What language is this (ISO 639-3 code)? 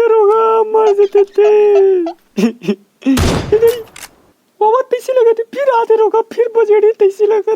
hne